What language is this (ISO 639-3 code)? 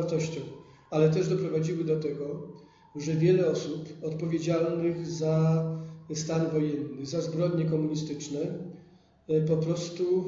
pol